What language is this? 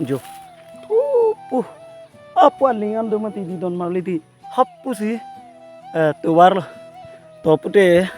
Karbi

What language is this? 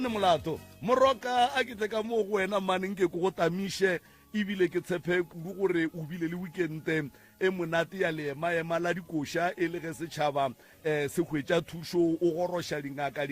Northern Sotho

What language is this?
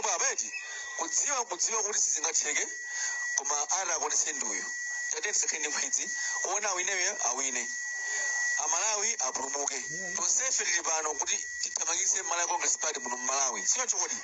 Nyanja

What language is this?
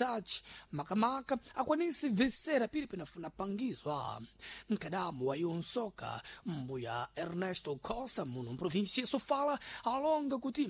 Sena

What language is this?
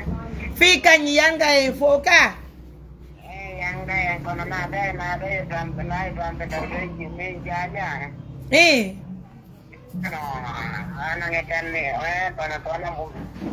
Fula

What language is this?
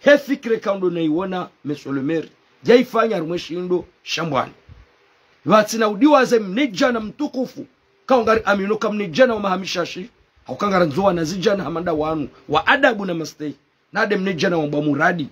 Ngazidja Comorian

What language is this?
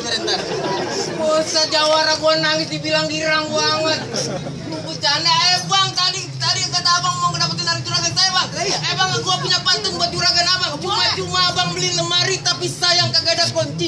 Betawi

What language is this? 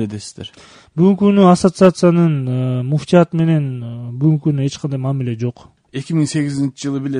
Kyrgyz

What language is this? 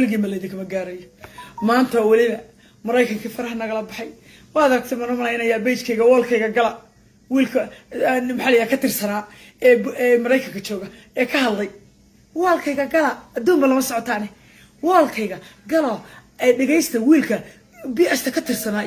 Somali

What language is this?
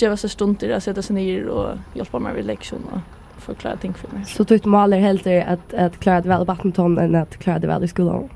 Faroese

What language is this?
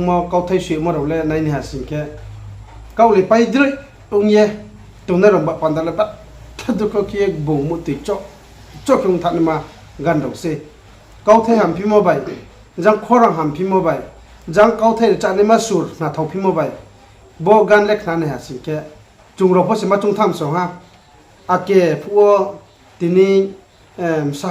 Riang (India)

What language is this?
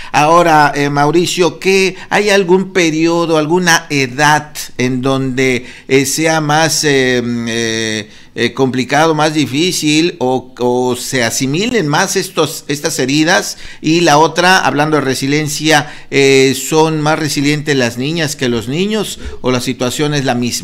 Spanish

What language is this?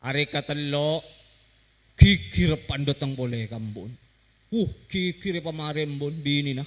Madurese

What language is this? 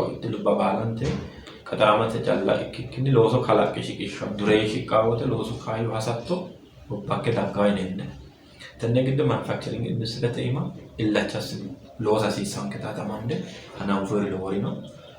Sidamo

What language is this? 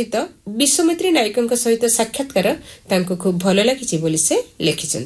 Odia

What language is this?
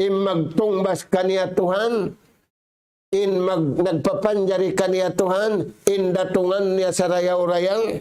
Tausug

